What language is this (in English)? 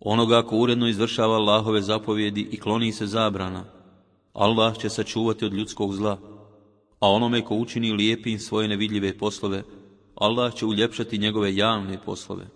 Bosnian